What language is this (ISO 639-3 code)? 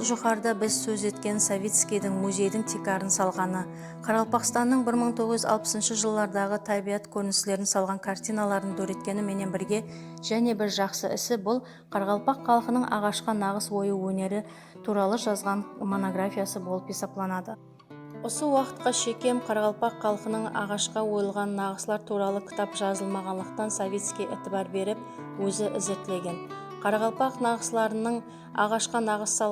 kaa